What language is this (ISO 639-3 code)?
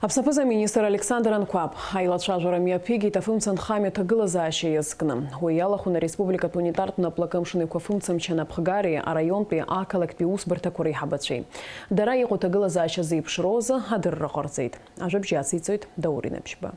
abk